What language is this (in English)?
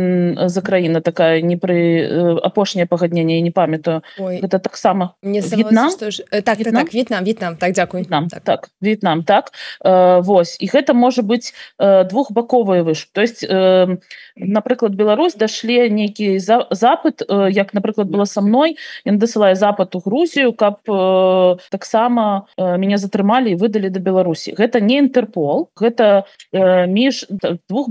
Belarusian